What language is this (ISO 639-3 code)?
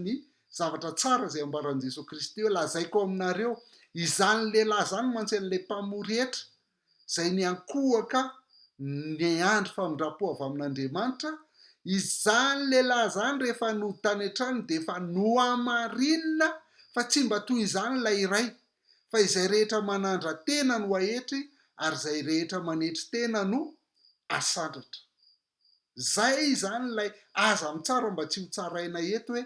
mlg